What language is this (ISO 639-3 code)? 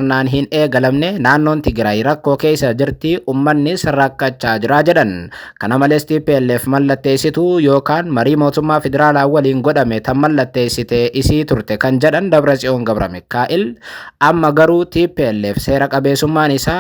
orm